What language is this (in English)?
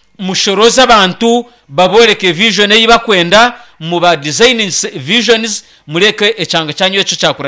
Nyankole